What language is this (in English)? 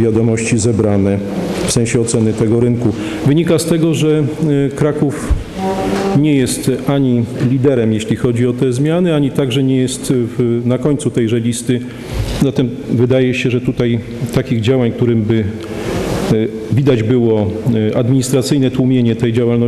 Polish